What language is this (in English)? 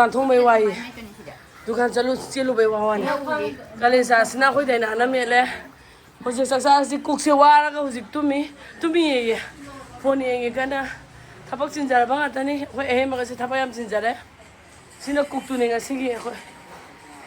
Manipuri